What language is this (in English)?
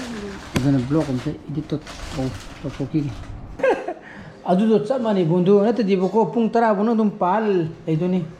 Manipuri